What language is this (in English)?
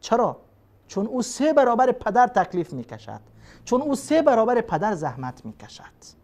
Persian